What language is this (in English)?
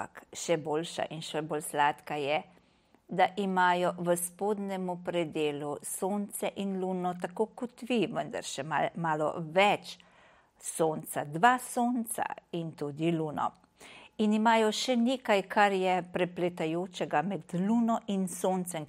Slovenian